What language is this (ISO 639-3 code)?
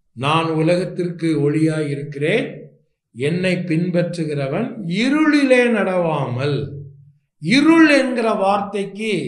tam